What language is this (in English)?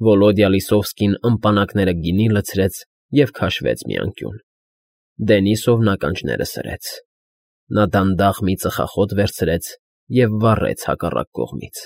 Armenian